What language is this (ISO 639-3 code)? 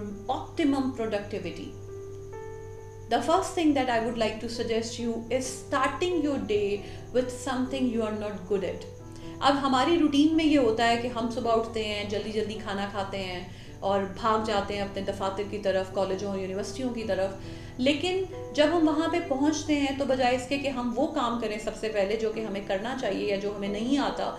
urd